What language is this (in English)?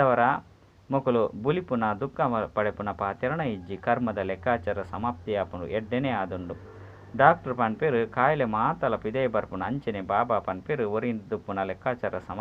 Tulu